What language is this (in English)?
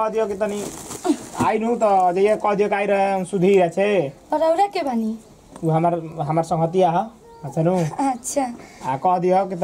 Bhojpuri